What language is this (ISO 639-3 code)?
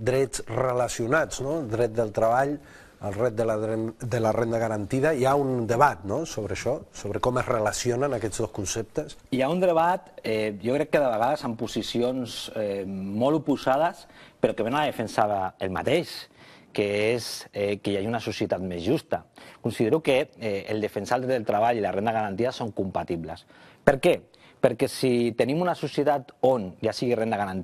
cat